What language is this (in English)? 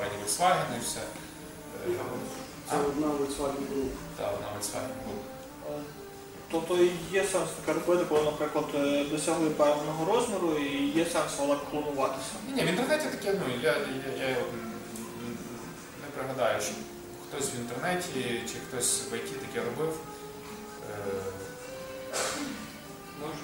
Ukrainian